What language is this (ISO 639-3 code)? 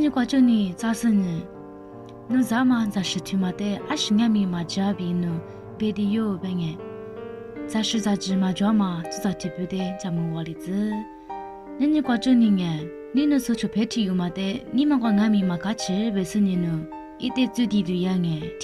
lis